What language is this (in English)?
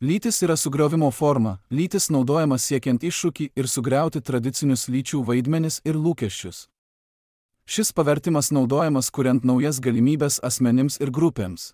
Lithuanian